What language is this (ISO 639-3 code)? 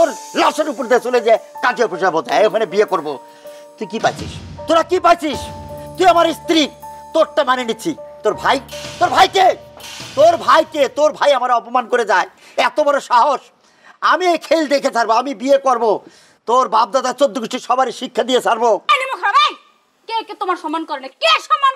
ben